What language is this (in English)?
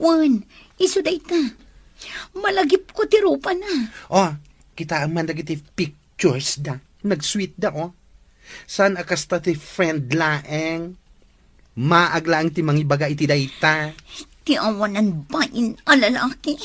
Iloko